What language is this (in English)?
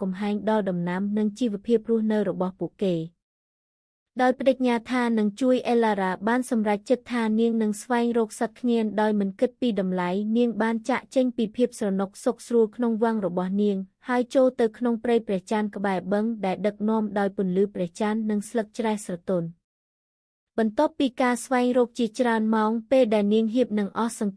Khmer